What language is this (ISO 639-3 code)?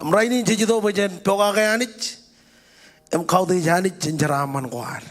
mah